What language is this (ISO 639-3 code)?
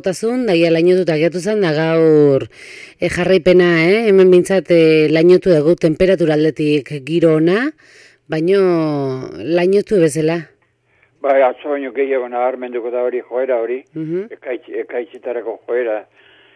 eus